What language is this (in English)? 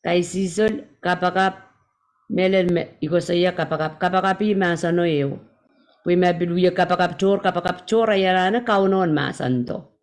Pohnpeian